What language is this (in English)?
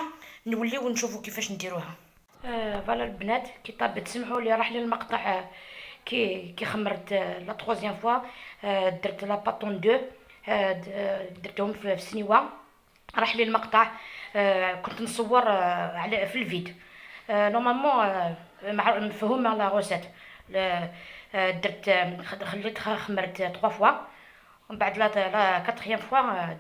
Algerian Arabic